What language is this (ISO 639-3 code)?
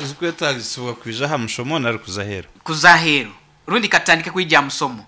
nyn